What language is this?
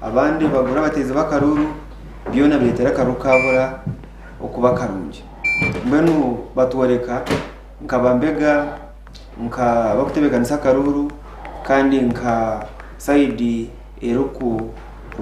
Nyankole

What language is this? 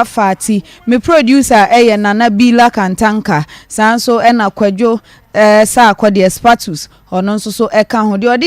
Akan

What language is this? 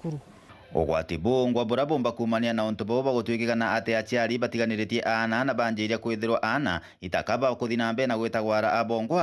Meru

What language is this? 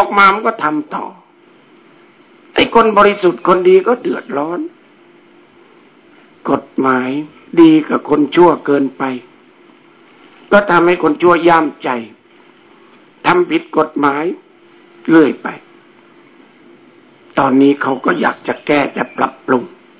Thai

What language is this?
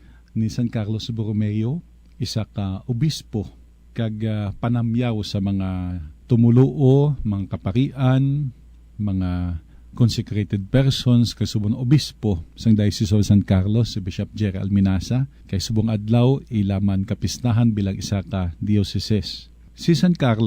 Hiligaynon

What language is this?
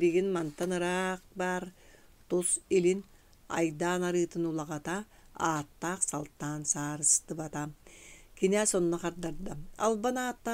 Yakut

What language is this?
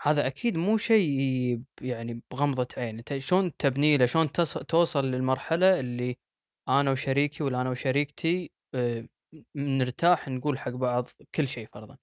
Gulf Arabic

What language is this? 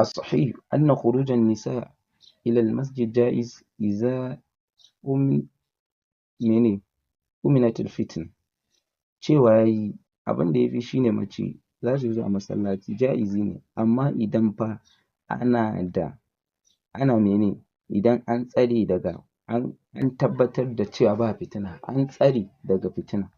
Hausa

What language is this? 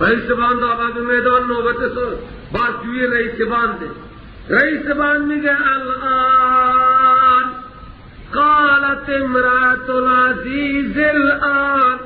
Persian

